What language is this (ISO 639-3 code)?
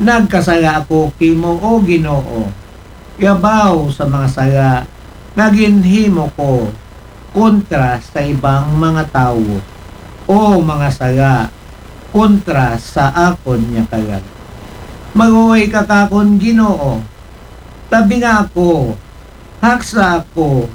akl